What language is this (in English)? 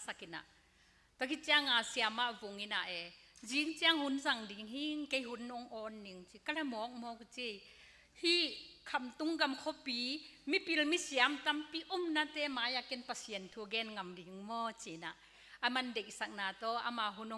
Tedim Chin